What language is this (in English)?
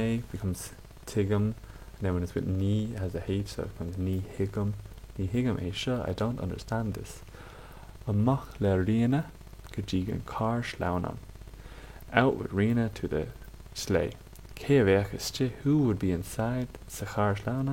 Irish